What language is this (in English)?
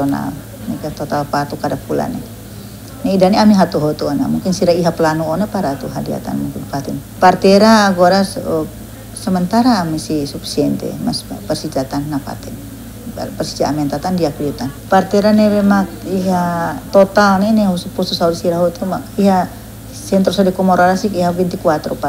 Tetum